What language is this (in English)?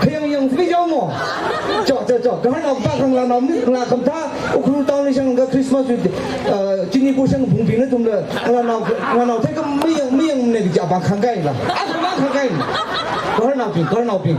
Tangkhul Naga (India)